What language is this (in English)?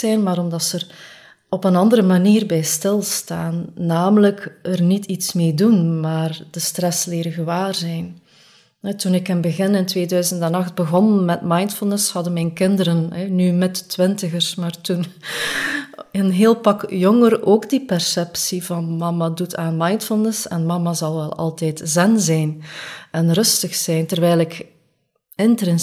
Dutch